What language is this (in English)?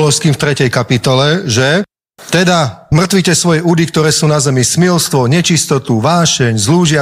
Slovak